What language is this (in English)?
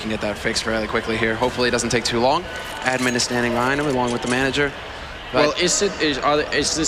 English